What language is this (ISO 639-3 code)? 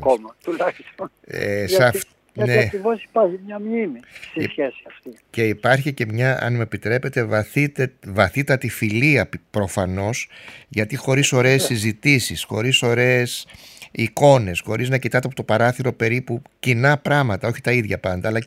ell